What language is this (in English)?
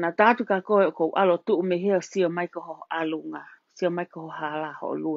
Tongan